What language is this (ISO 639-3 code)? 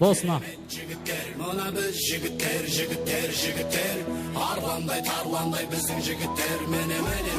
kaa